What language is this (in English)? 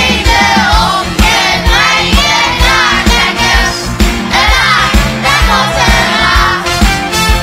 Limburgish